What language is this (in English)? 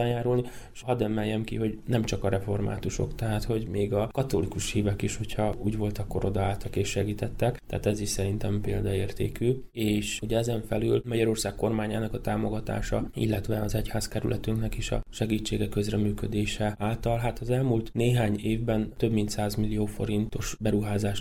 Hungarian